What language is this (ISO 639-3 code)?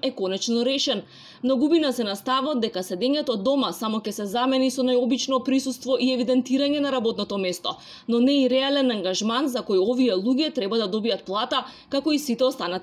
mkd